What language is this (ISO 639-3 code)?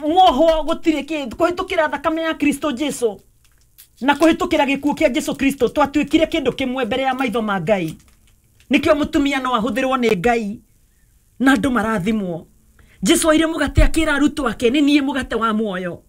kik